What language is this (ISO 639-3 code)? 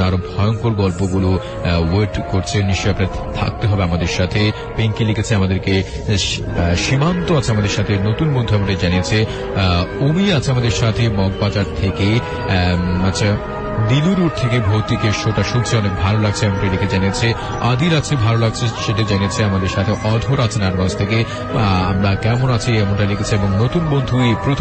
ben